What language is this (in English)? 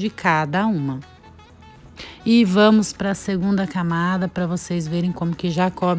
Portuguese